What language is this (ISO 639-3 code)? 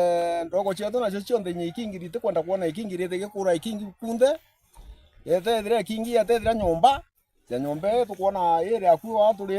mer